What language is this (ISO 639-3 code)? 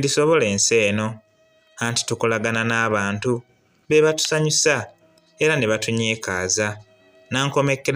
lug